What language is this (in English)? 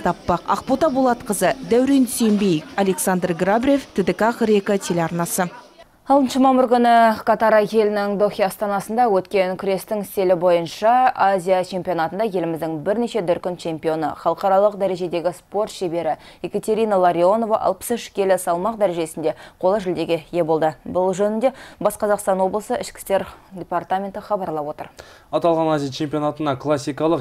Kazakh